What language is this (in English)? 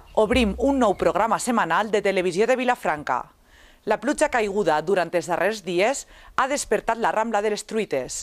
Catalan